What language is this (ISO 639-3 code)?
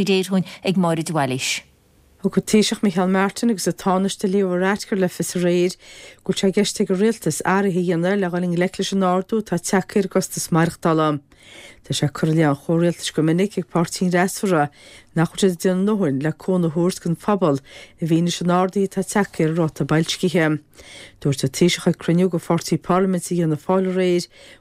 gle